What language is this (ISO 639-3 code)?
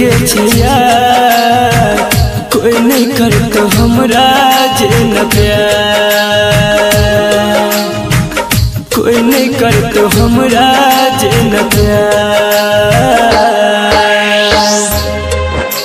bho